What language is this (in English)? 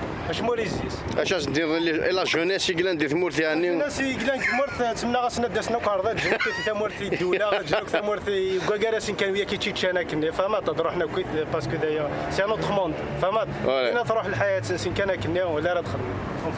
Kabyle